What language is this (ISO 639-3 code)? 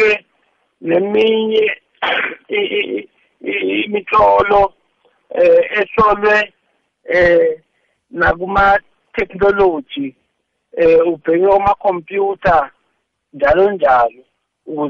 nbl